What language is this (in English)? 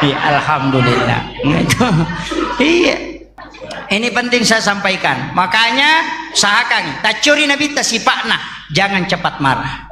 Buginese